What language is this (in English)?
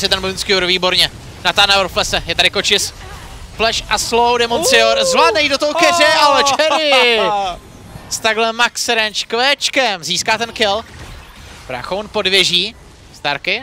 Czech